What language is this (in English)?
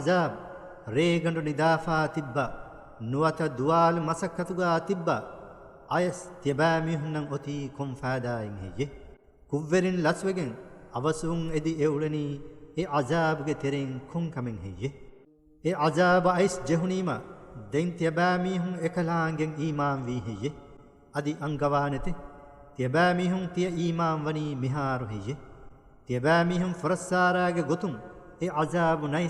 Divehi